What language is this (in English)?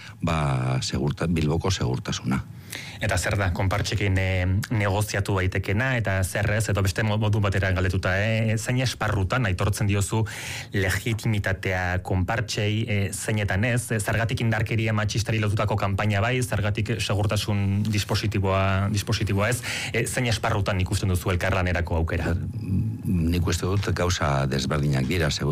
Basque